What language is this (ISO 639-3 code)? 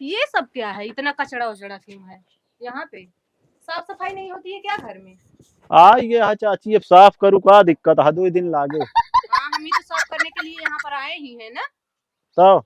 awa